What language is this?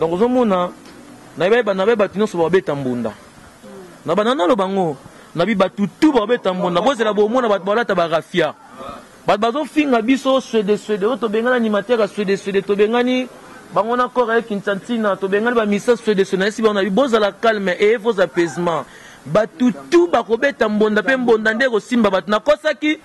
Lingala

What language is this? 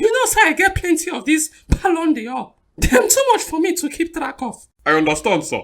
Nigerian Pidgin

